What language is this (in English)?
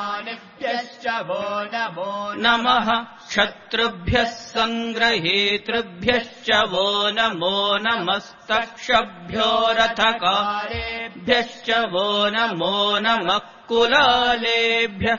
Sanskrit